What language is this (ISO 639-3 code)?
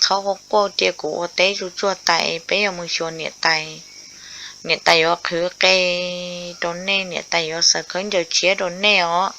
hmn